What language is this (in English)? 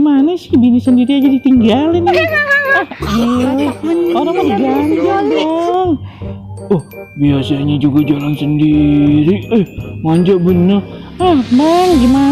Betawi